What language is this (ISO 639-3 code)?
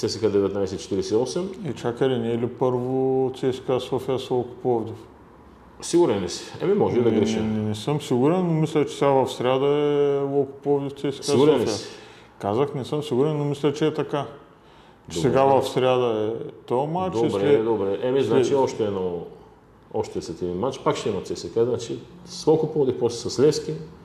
bul